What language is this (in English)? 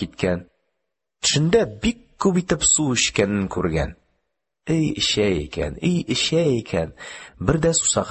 Tatar